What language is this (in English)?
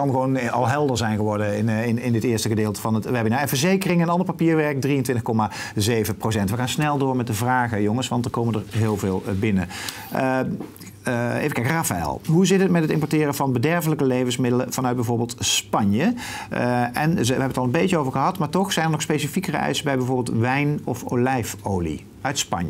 Dutch